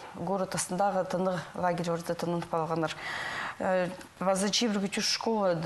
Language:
Khakas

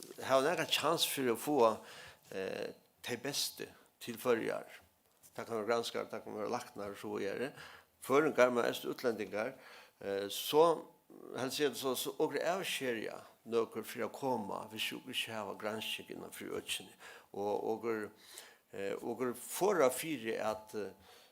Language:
Faroese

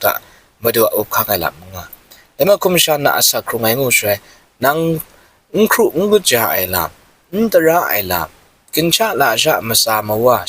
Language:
Kachin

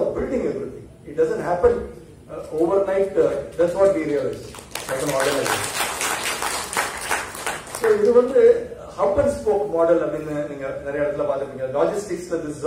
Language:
Tamil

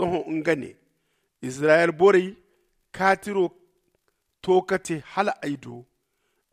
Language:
Zarma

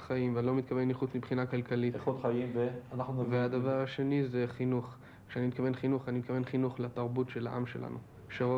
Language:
Hebrew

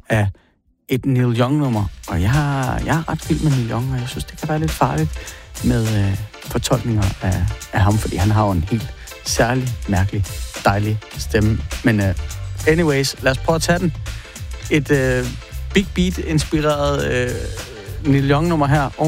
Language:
Danish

